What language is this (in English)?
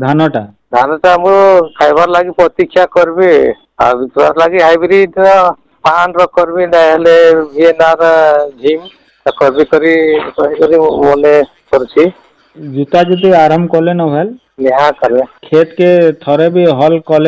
Odia